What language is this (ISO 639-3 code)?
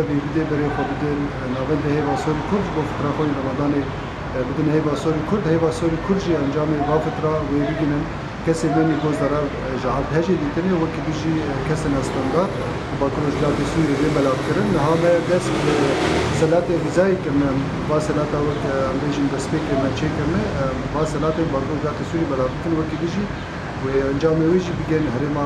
kur